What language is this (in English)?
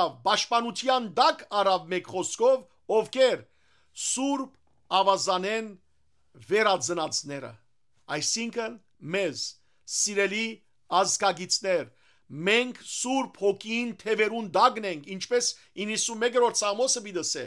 Western Armenian